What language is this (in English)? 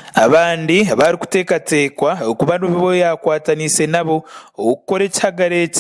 Nyankole